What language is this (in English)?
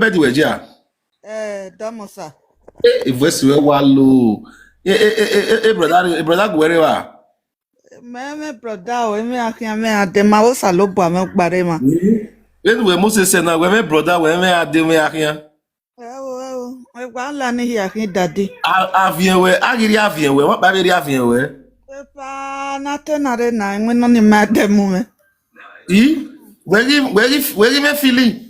Nigerian Pidgin